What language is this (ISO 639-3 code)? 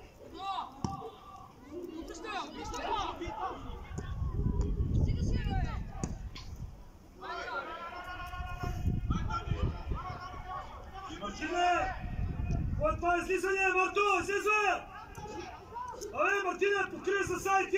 bul